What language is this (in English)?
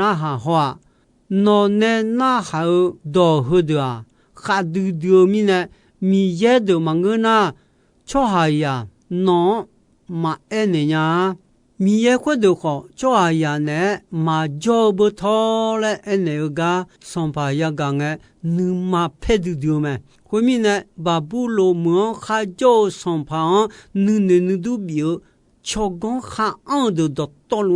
Akha